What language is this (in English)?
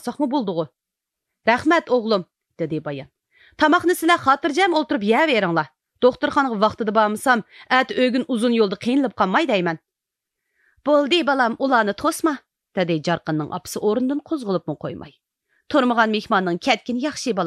Uyghur